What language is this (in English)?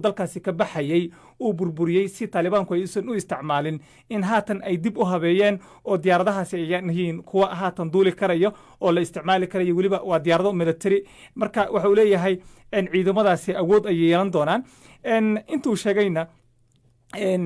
Somali